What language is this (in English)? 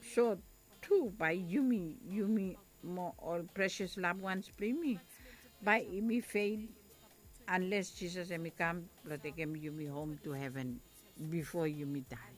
Bislama